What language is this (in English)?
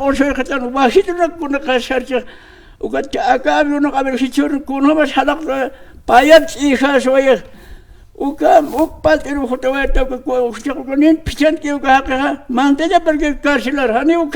Aymara